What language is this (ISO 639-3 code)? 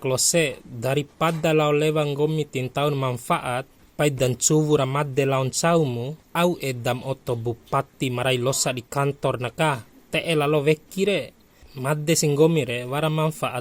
bhp